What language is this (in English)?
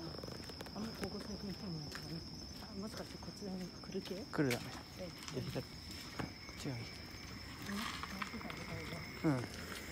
Japanese